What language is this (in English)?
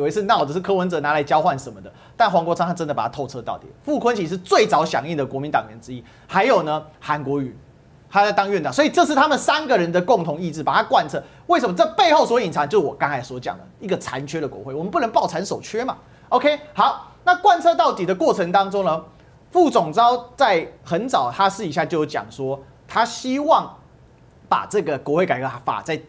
Chinese